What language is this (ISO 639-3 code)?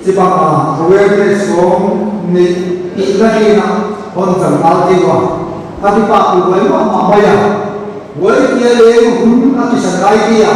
pck